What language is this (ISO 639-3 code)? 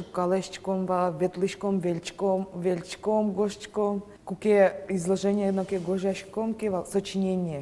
udm